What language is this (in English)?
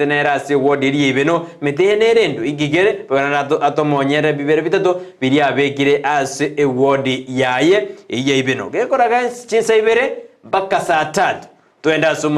Gusii